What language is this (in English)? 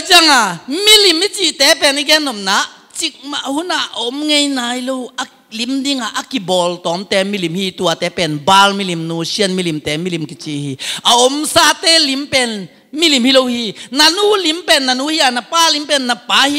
Tedim Chin